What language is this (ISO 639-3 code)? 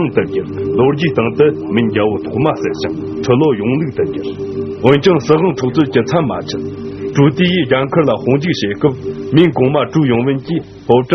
bod